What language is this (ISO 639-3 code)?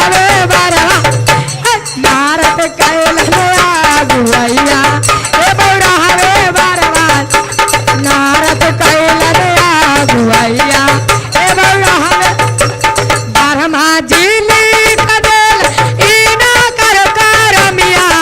mag